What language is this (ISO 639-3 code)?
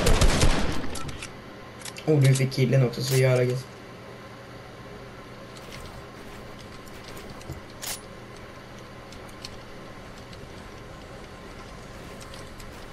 swe